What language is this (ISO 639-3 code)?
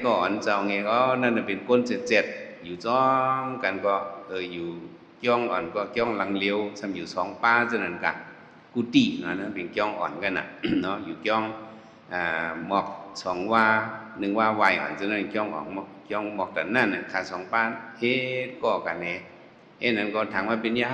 shn